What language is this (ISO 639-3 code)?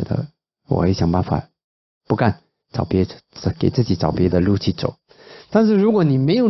zho